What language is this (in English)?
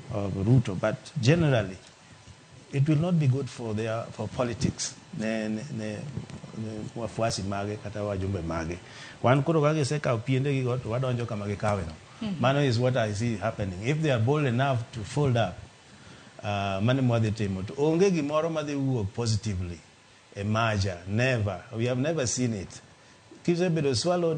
Luo (Kenya and Tanzania)